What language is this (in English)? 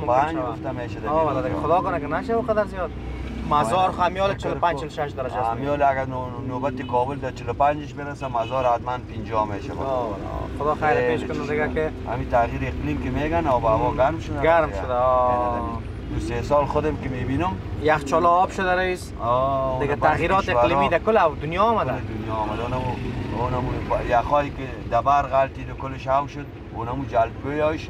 Persian